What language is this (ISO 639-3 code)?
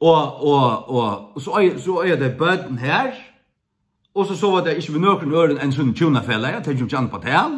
fao